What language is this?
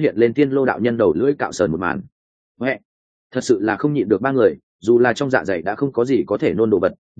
Vietnamese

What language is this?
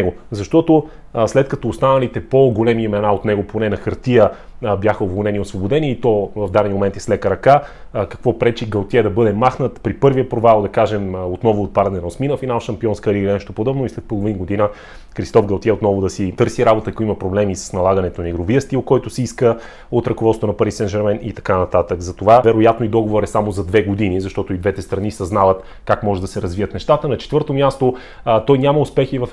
Bulgarian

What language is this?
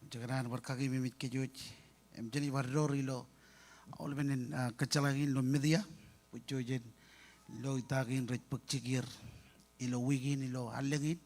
Marshallese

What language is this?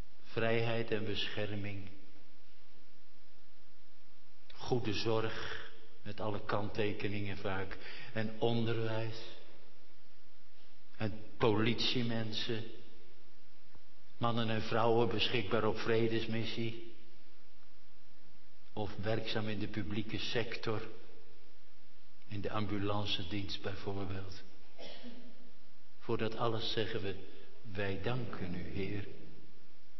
Dutch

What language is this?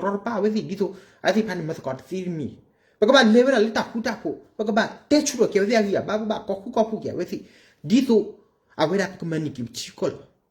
S'gaw Karen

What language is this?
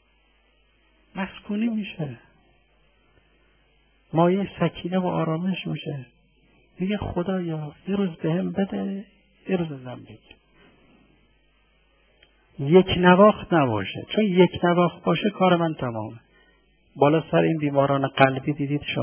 Persian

